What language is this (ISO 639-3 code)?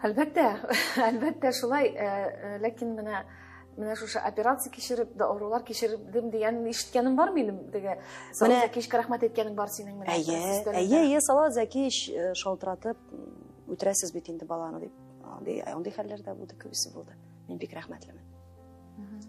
tat